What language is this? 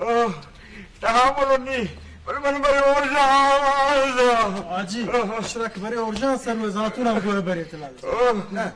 Baluchi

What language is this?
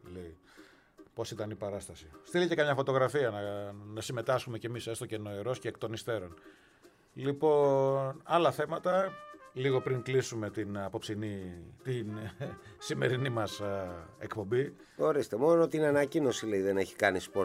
Greek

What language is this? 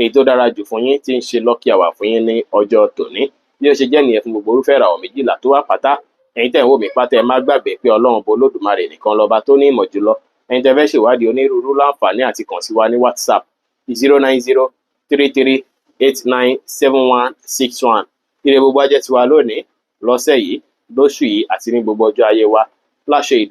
Yoruba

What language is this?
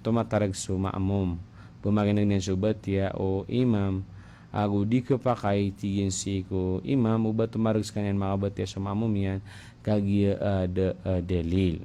Maranao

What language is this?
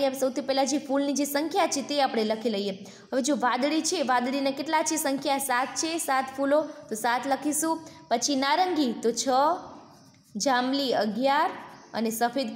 Gujarati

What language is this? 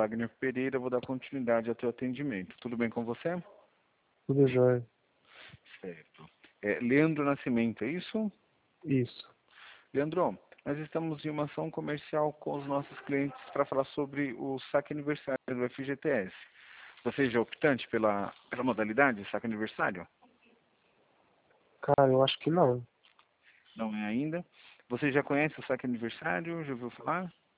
Portuguese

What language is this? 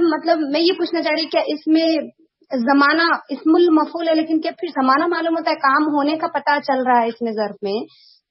Urdu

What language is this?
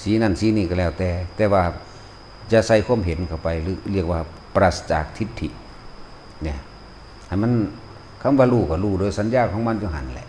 Lao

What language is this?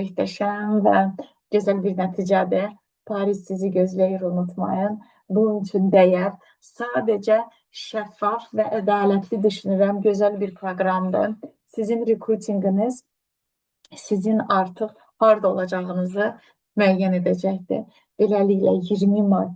Azerbaijani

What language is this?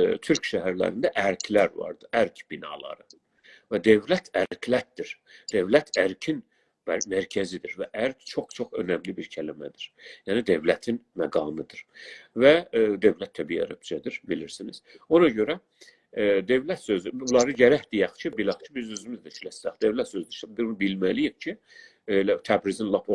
South Azerbaijani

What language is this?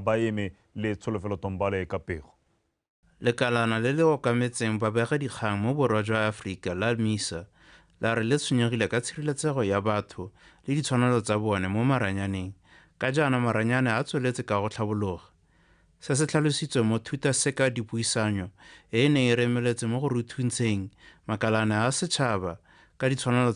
Tswana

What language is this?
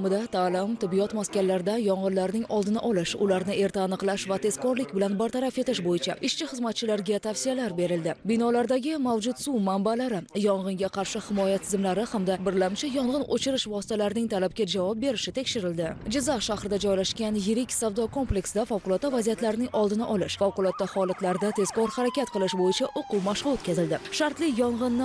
Uzbek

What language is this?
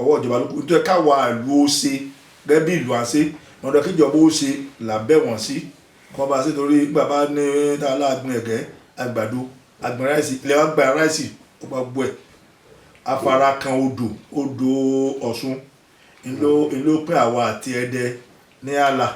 Yoruba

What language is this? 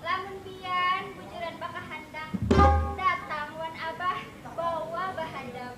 Banjar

